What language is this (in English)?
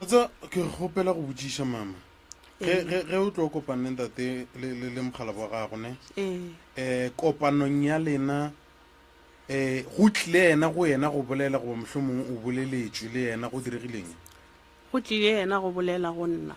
Northern Sotho